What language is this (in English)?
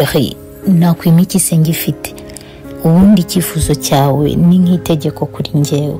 Kinyarwanda